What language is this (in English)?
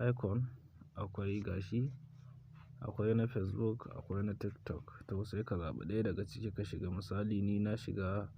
Hausa